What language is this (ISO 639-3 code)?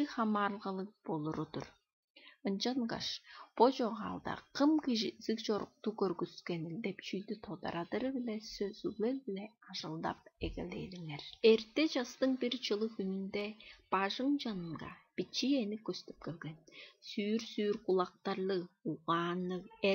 tyv